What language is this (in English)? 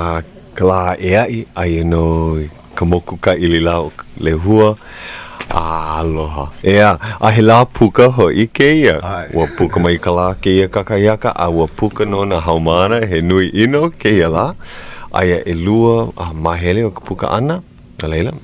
Hawaiian